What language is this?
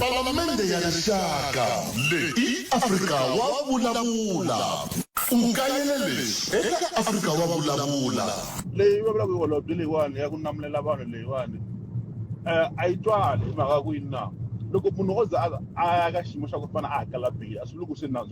Tsonga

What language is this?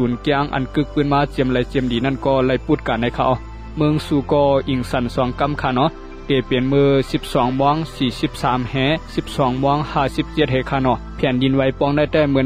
Shan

